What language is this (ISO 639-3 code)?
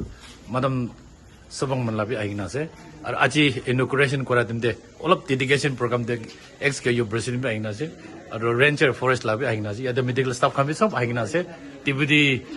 nag